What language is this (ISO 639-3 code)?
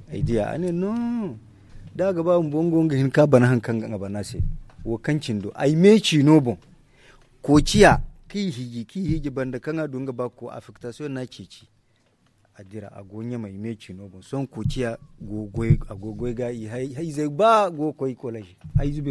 dje